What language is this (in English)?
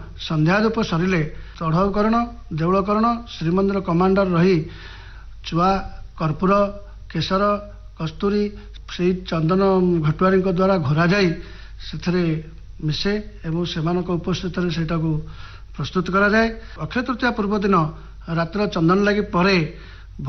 Odia